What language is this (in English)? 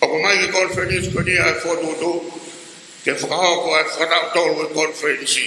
Tongan